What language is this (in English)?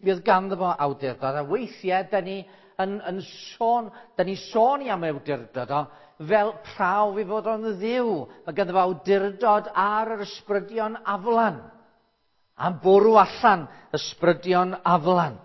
Welsh